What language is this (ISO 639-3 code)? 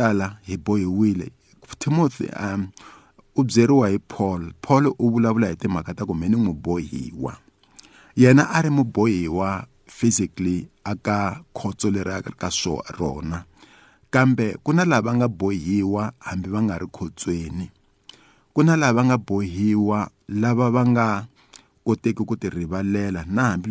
tso